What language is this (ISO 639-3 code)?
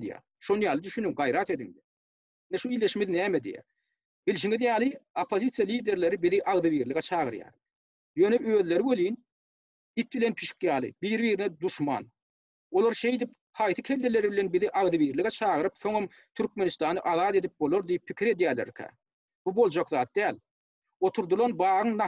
tuk